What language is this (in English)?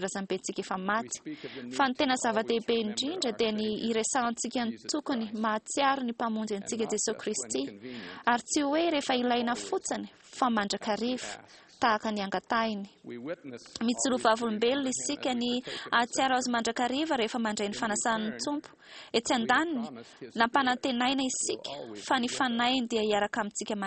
Malagasy